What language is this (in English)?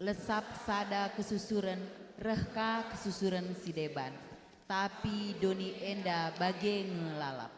Batak Karo